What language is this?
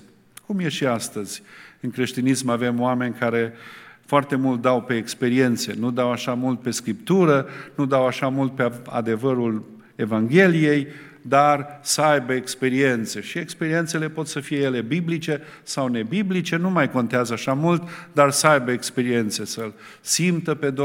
Romanian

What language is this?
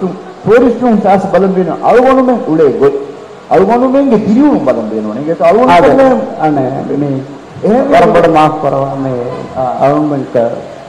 Divehi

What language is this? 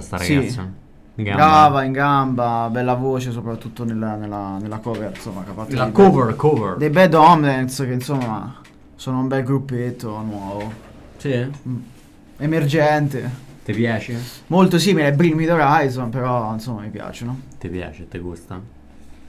Italian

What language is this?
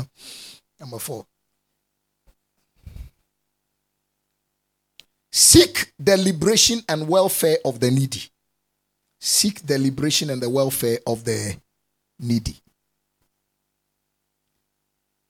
English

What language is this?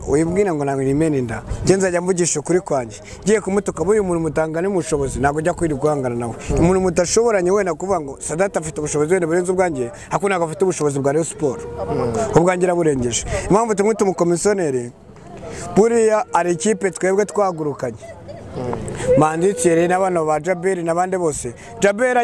Kinyarwanda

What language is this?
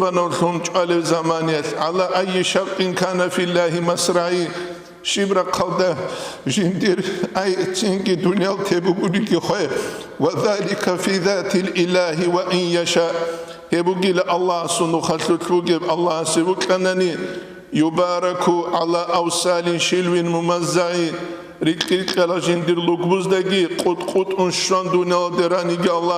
Avaric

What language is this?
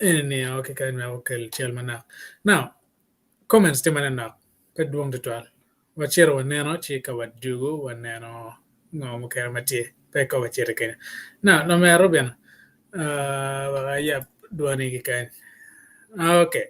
Acoli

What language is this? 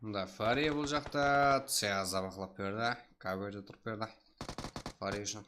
Kara-Kalpak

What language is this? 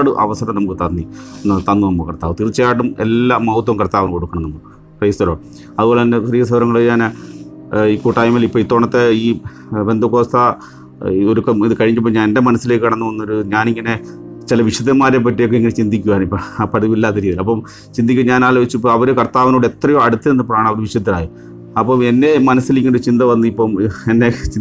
Malayalam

